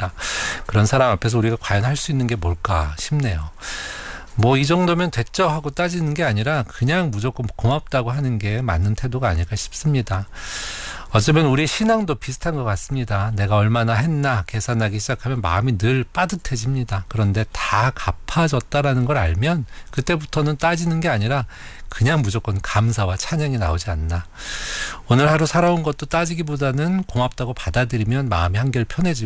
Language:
Korean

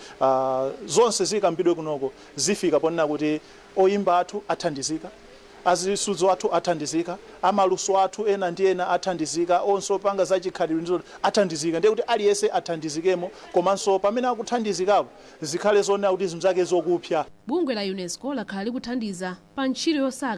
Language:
Nyanja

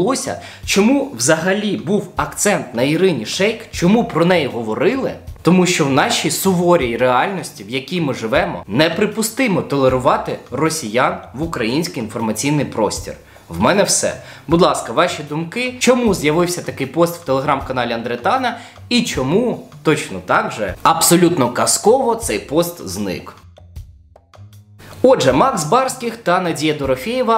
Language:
Ukrainian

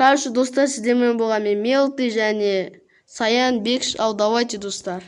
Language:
Kazakh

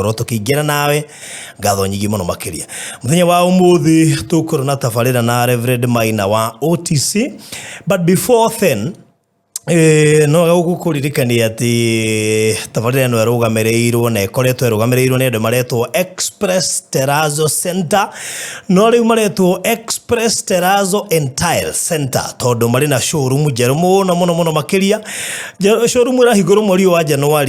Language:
Kikuyu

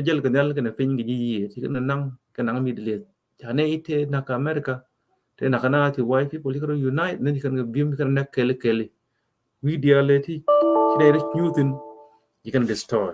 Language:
Nuer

